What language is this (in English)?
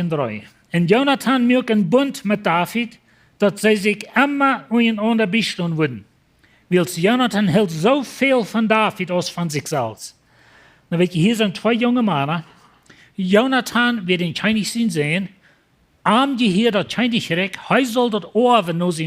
Plautdietsch